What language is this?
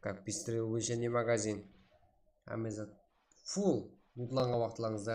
Kara-Kalpak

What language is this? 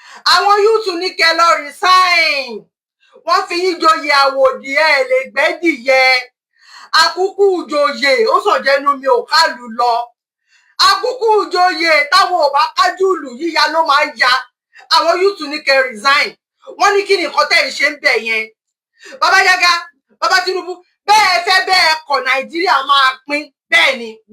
Yoruba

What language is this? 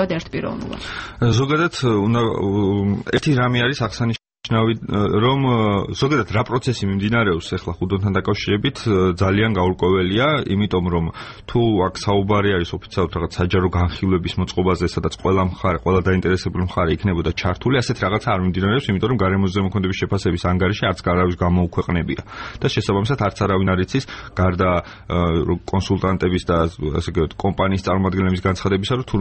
Georgian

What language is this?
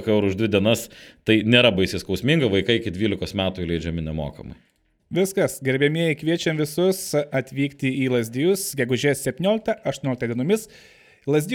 Lithuanian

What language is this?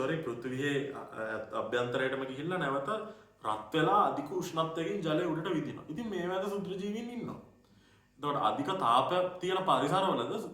Sinhala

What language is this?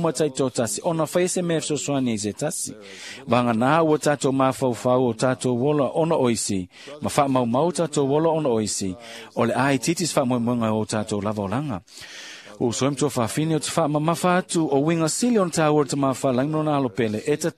Samoan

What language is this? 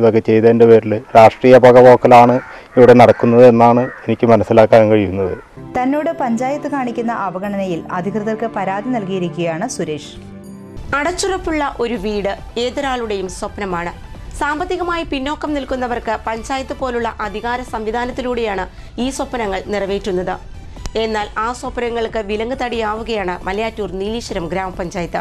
Malayalam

